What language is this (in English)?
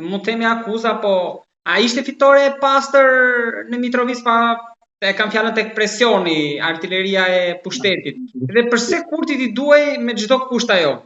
Albanian